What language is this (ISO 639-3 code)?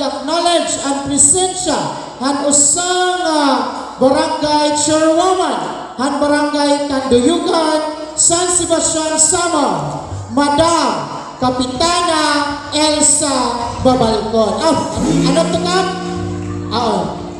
war